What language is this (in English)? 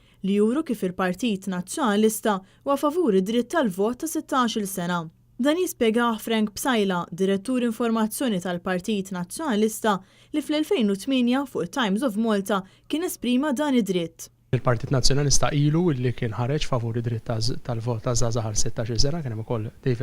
Maltese